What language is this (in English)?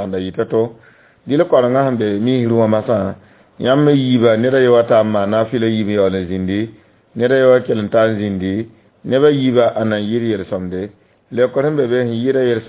Mossi